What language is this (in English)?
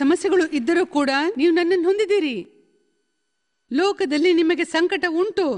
Kannada